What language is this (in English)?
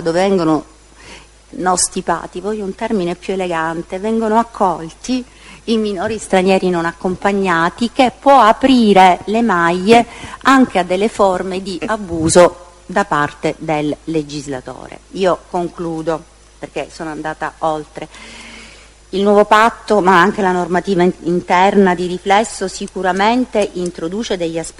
Italian